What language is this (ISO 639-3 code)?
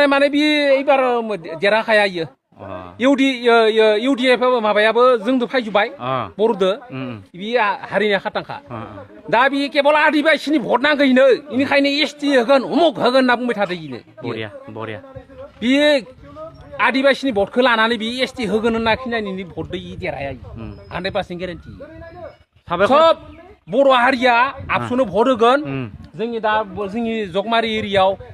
brx